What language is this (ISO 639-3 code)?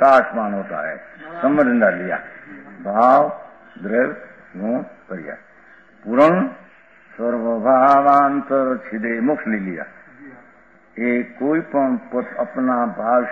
hin